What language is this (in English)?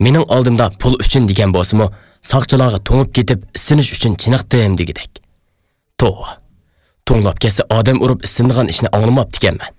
Uyghur